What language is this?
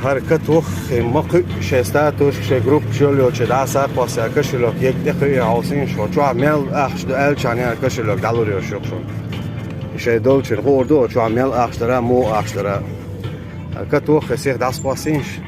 Chechen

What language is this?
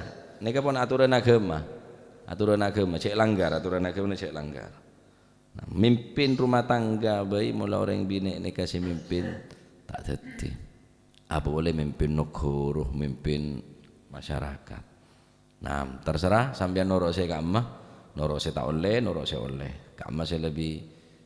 Madurese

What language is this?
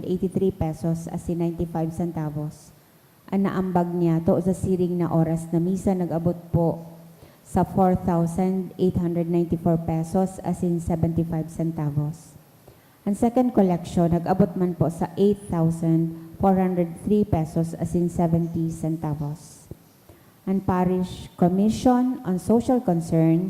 Bikol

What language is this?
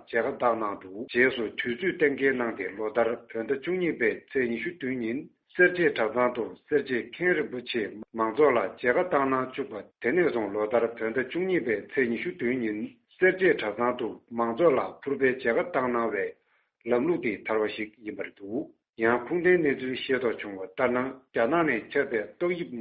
Tibetan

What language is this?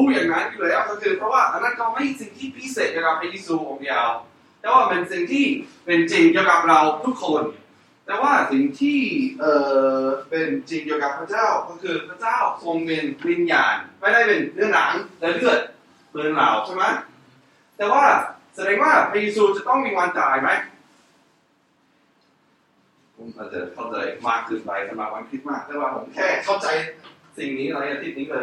Thai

